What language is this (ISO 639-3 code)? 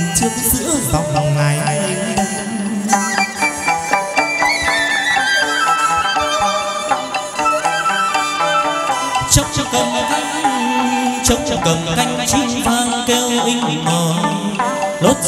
vie